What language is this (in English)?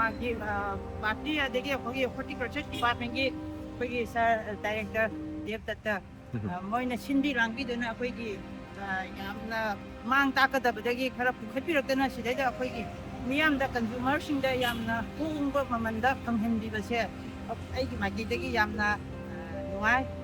Manipuri